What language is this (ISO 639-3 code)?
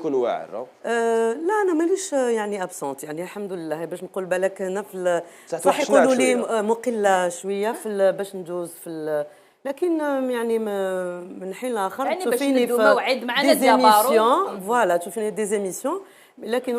arq